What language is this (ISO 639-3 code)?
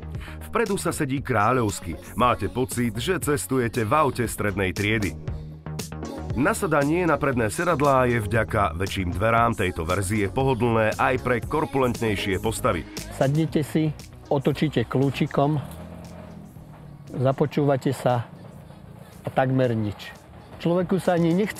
slk